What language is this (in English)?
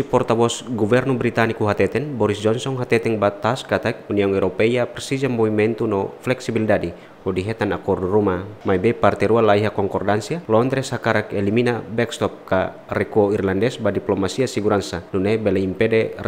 Tetum